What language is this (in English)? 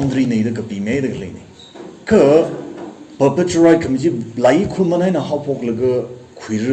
Tangkhul Naga (India)